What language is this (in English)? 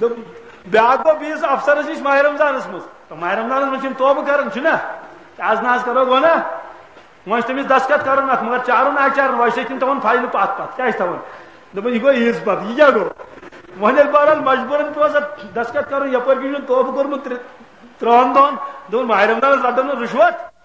Kashmiri